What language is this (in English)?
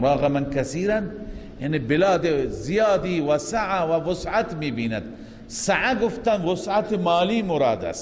Persian